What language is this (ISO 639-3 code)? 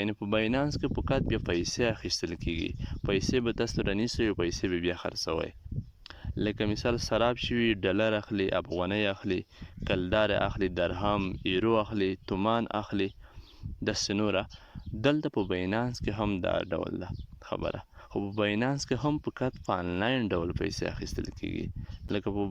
pus